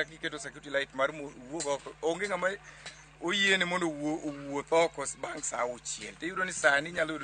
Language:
Luo (Kenya and Tanzania)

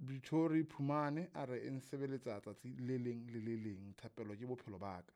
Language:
Southern Sotho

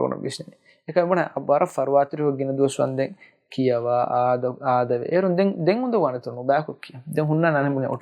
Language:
Divehi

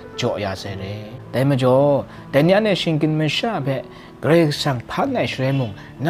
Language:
Kachin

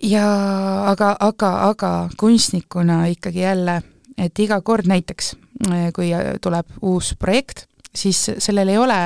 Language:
Estonian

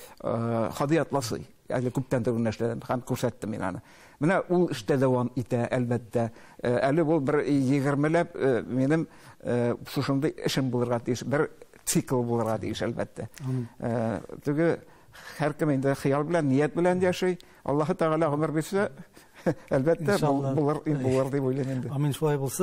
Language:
Tatar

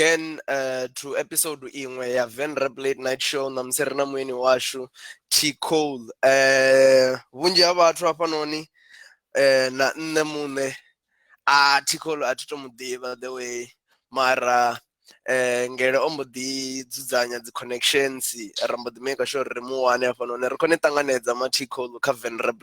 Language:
Venda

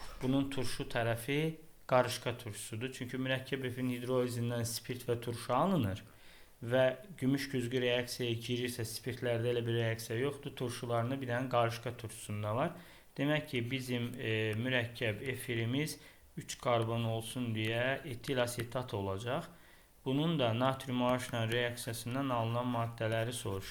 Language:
Azerbaijani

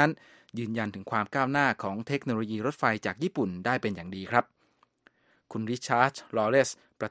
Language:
Thai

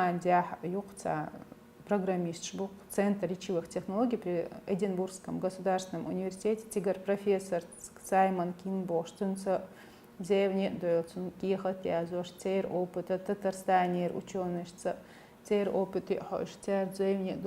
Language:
Chechen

